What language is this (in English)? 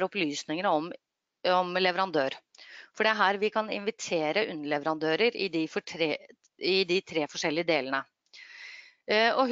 Norwegian